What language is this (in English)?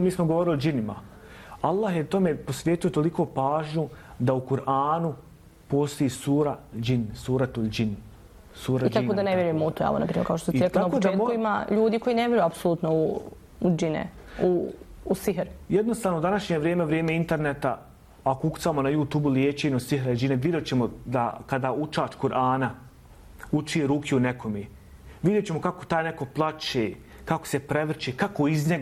Bosnian